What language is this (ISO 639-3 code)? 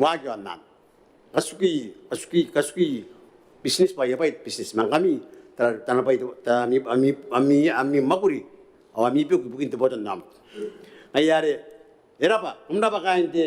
gil